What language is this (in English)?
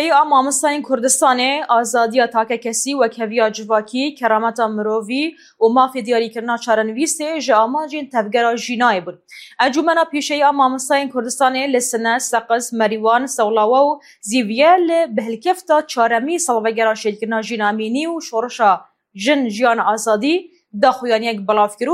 Kurdish